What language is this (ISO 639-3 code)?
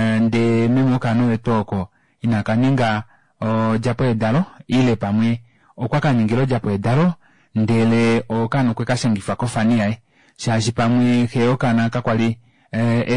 kua